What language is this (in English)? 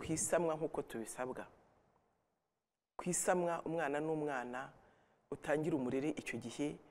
Kinyarwanda